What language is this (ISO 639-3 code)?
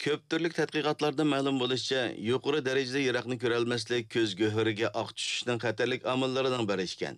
uig